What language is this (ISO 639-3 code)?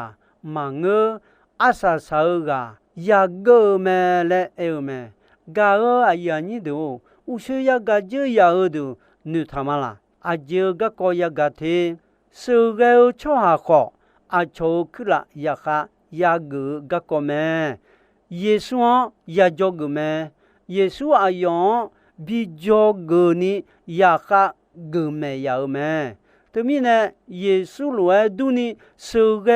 ahk